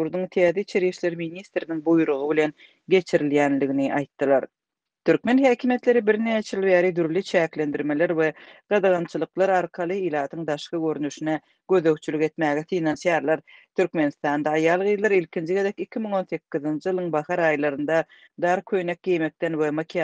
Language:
Turkmen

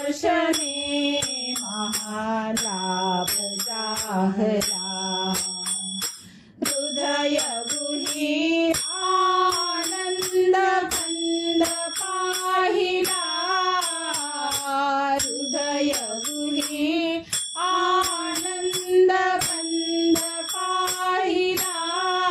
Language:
Marathi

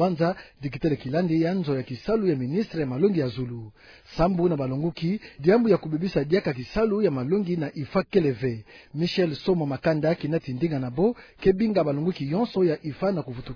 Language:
Kituba (Democratic Republic of Congo)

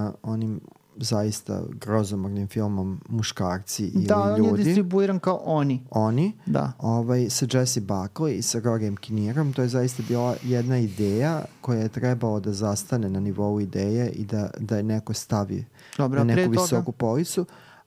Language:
Serbian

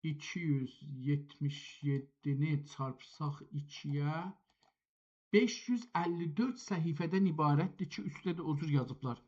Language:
South Azerbaijani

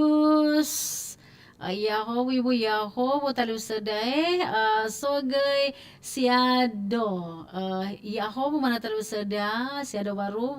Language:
Nias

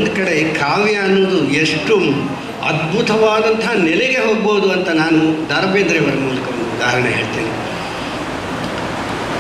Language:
Kannada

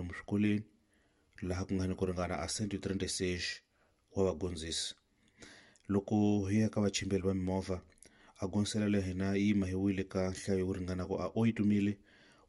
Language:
Tsonga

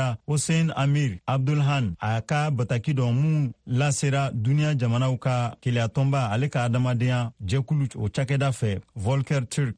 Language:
Bambara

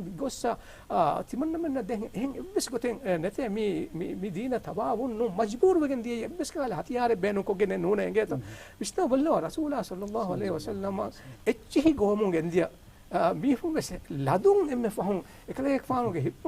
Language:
Divehi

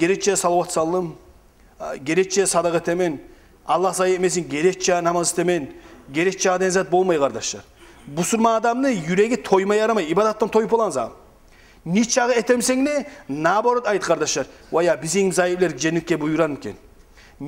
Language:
Kumyk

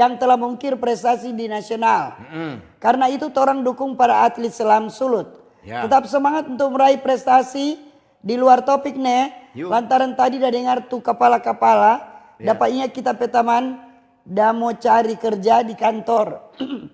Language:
Manado Malay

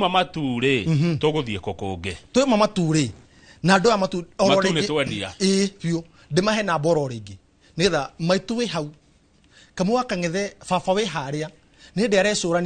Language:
Kikuyu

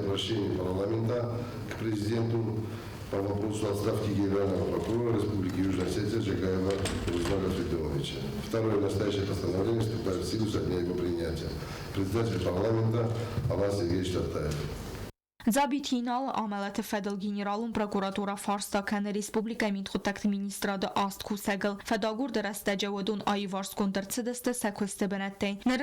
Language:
Ossetic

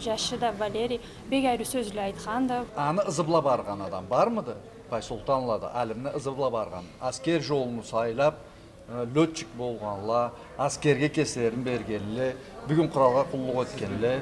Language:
Karachay-Balkar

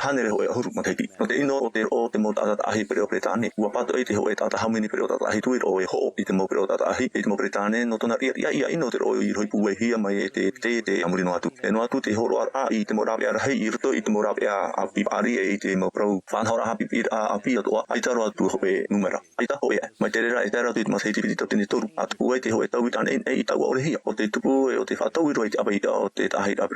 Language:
Tahitian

